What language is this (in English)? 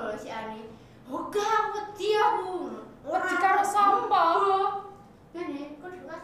Javanese